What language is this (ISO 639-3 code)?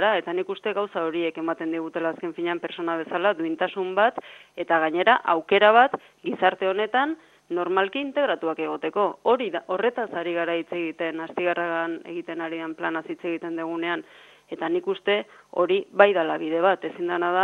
eus